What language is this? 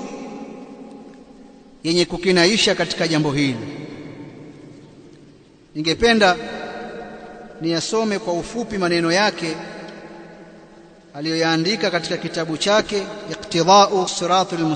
Swahili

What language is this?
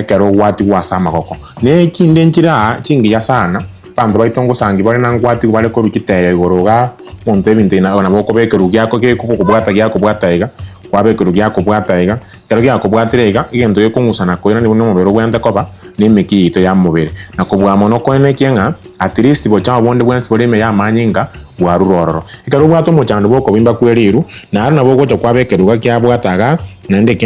Gusii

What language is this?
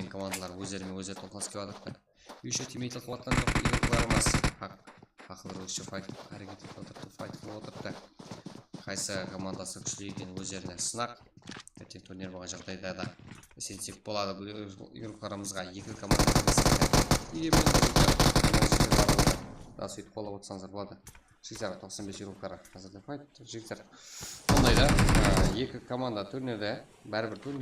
Kara-Kalpak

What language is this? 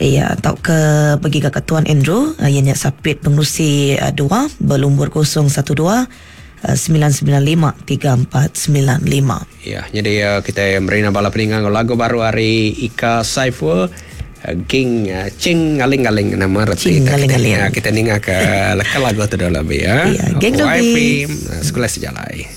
Iban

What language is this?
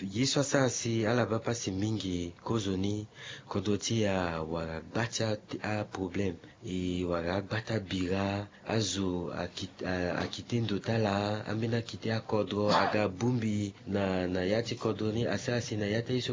Sango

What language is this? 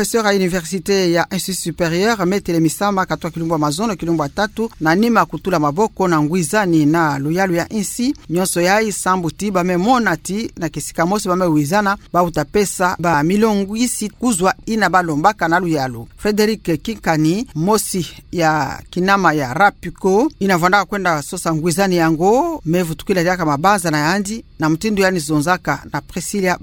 Kituba (Democratic Republic of Congo)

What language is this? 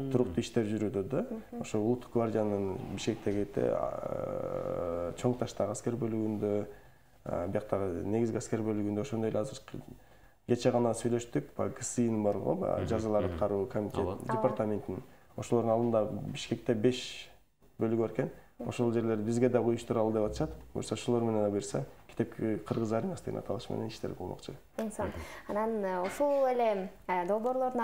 Kyrgyz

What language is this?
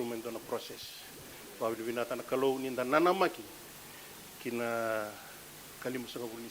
Fijian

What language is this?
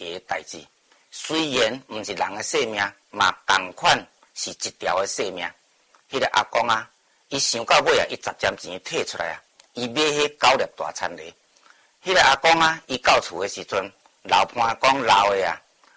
Min Nan Chinese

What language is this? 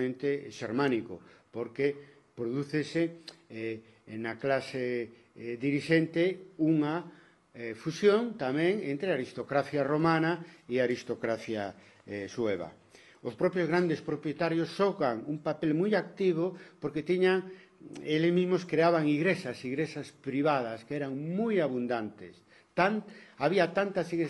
Galician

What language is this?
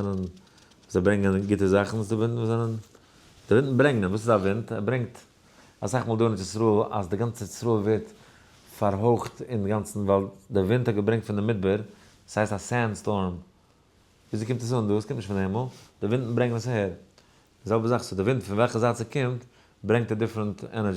Yiddish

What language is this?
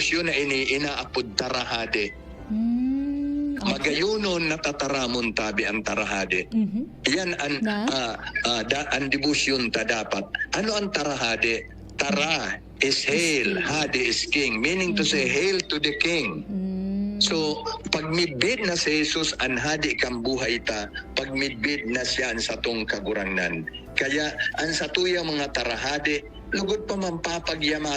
Bikol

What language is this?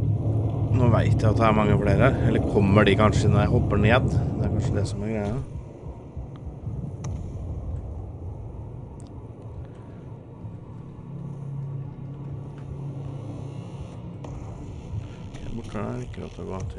Norwegian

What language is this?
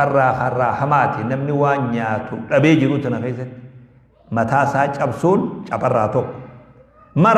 Oromo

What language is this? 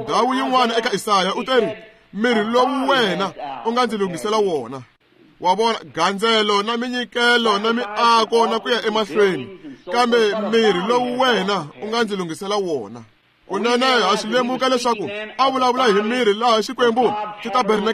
Tsonga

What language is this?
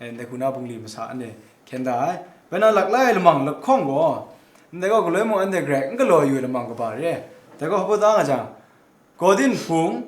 Kachin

